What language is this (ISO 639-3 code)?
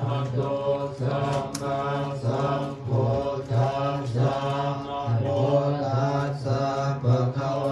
lao